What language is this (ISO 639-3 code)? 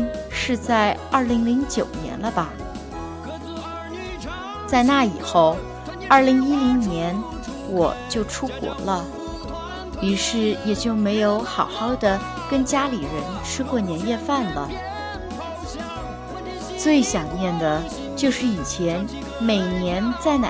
zho